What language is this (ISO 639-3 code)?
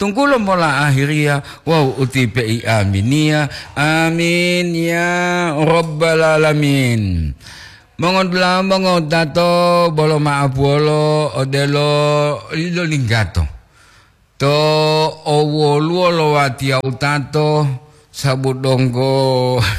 gor